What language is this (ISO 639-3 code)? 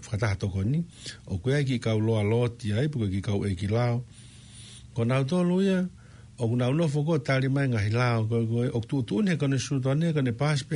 ton